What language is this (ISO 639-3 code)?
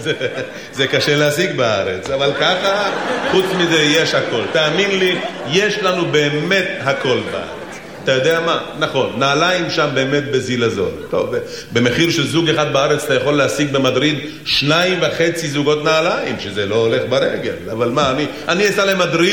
heb